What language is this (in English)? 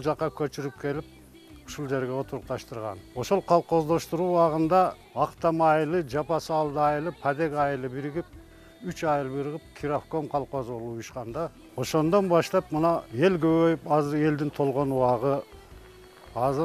Kyrgyz